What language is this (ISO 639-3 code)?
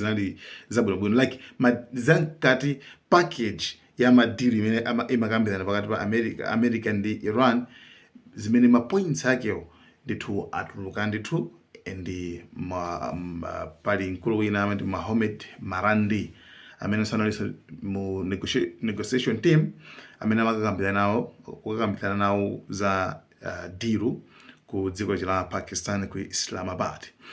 nya